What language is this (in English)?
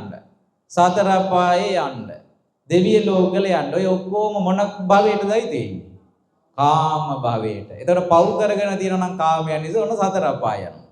Sinhala